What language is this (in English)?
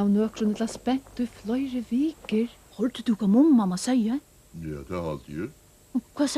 Faroese